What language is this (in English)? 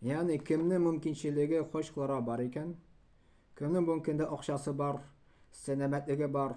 Tatar